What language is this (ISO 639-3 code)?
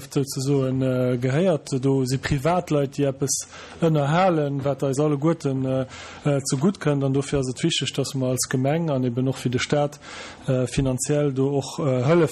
ltz